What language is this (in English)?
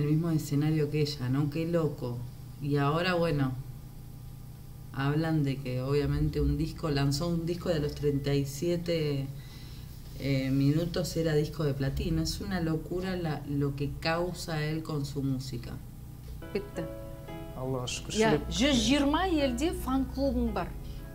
Kazakh